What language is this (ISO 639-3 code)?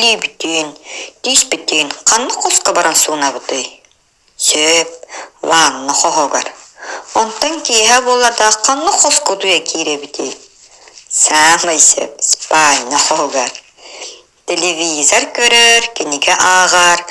sah